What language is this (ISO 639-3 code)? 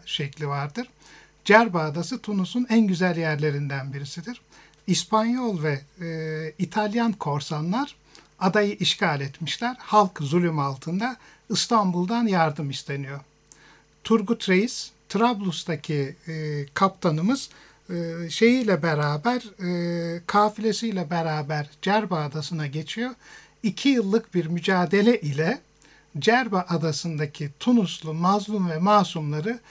tur